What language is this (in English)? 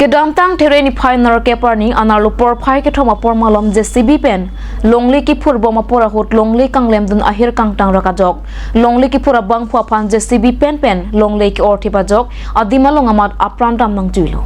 Karbi